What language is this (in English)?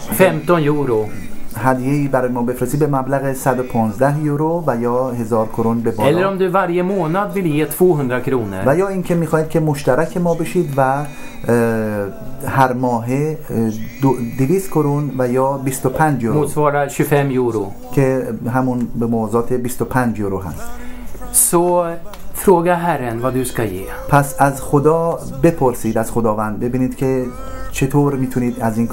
Persian